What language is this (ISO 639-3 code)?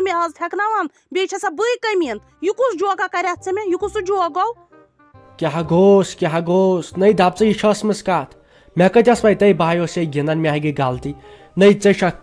kas